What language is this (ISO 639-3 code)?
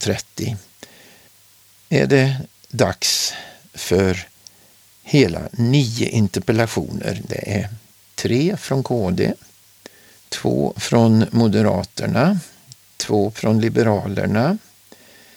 swe